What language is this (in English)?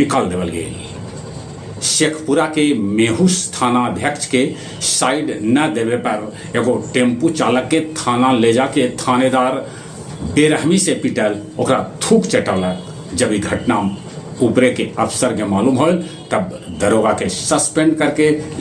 Magahi